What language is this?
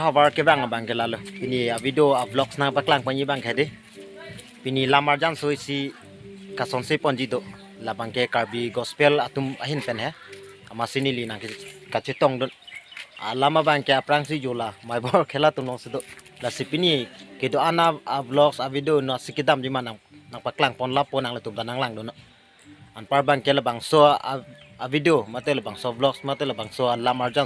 Karbi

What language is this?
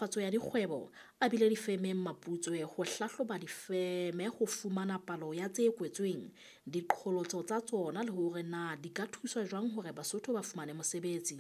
Southern Sotho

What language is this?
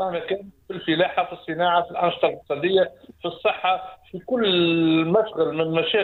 Tunisian Arabic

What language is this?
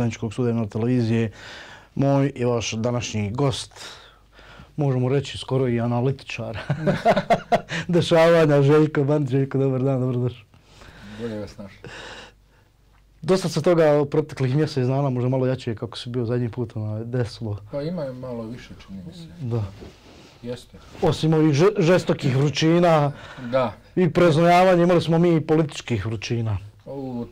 Bosnian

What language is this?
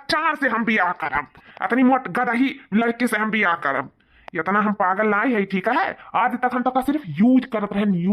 Awadhi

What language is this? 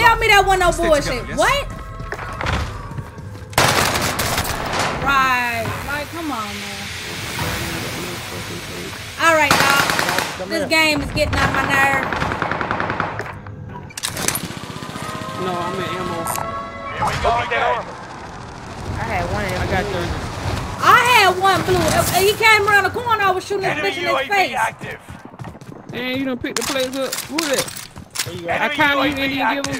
English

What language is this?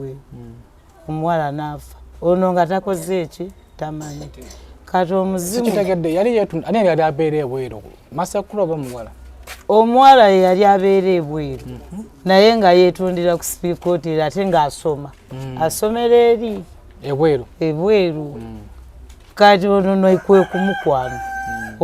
Ganda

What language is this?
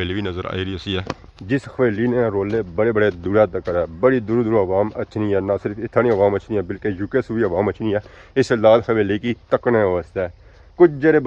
Pahari-Potwari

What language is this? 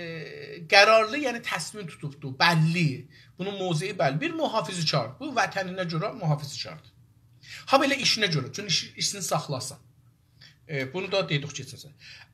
South Azerbaijani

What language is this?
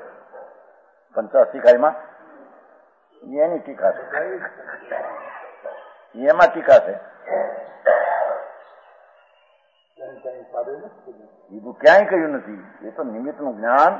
Gujarati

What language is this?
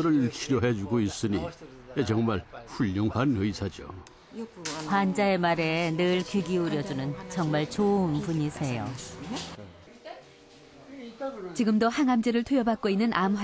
Korean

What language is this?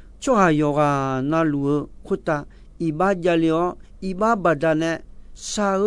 Akha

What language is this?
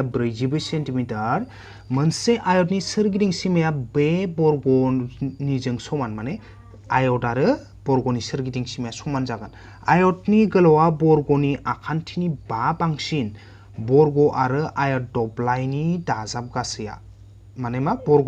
Bodo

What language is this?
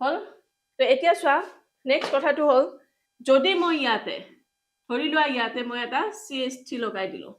Assamese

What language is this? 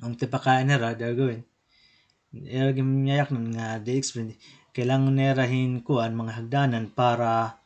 Waray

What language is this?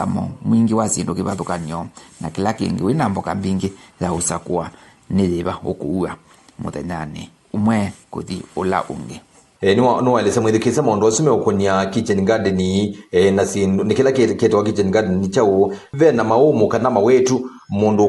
Kamba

